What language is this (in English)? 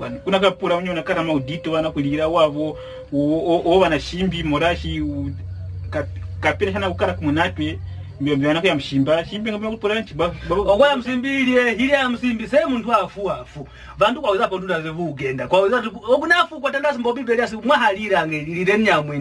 Kwangali